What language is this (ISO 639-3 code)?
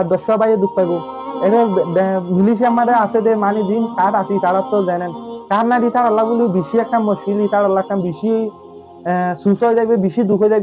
rhg